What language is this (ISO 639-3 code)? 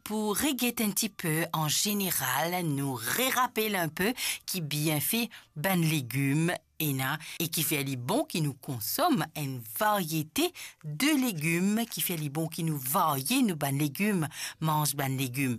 mfe